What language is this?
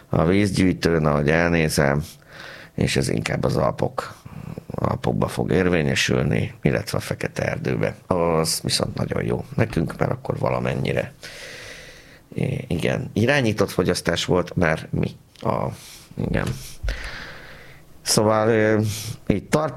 Hungarian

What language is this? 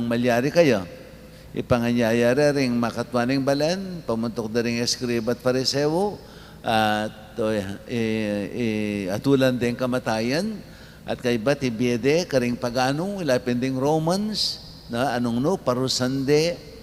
Pampanga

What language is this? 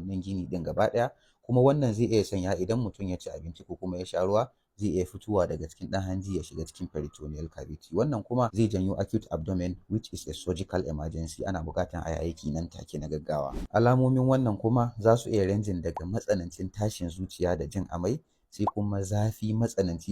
Hausa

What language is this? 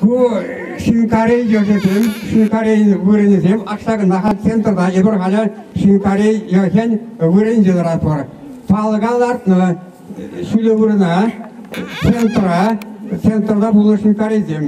Chuvash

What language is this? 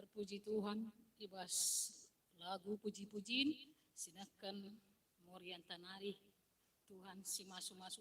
Batak Karo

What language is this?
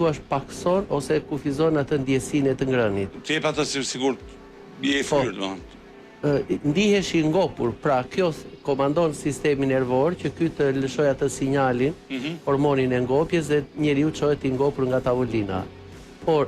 Albanian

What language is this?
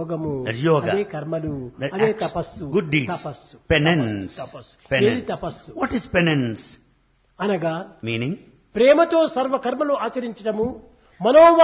Telugu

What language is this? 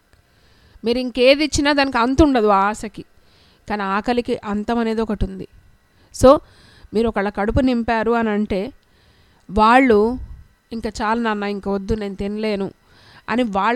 Telugu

